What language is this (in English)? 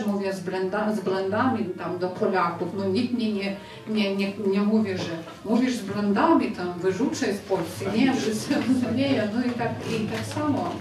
Polish